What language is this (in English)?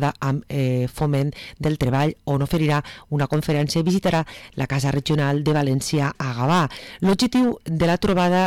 Catalan